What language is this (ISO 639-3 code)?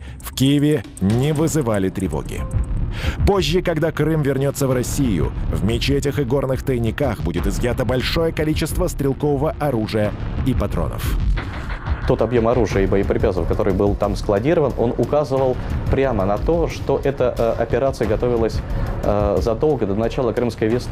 rus